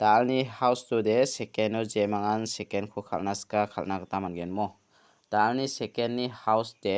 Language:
Garo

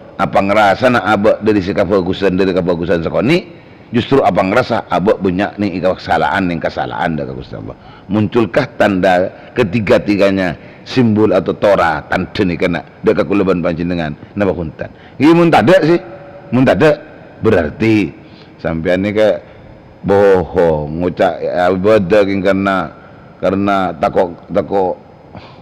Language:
Madurese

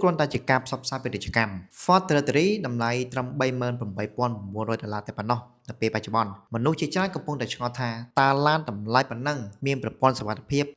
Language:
Khmer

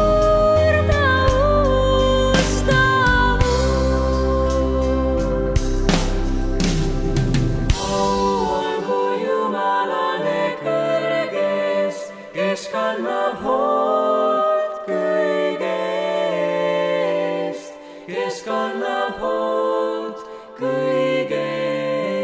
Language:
Estonian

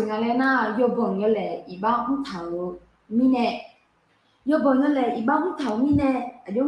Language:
Akha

